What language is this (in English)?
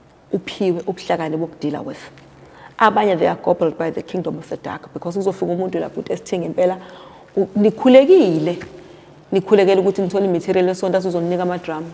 Zulu